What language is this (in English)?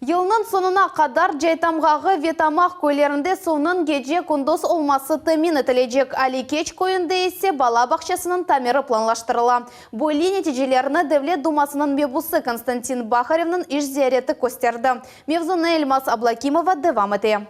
Crimean Tatar